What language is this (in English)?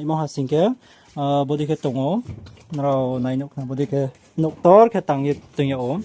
Riang (India)